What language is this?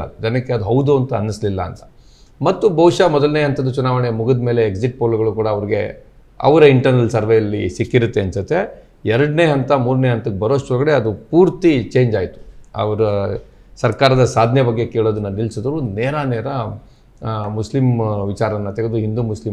Kannada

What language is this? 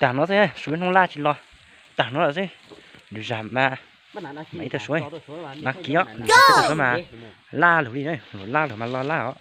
Hmong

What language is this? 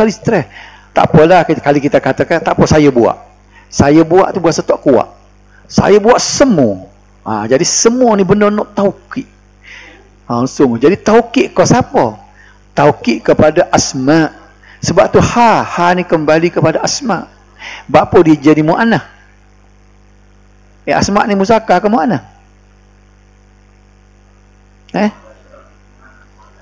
Malay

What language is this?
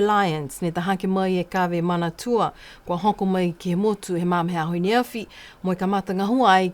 Niuean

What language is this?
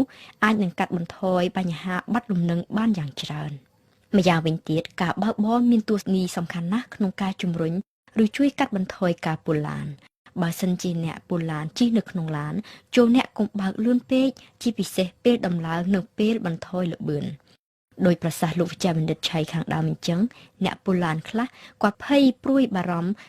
Khmer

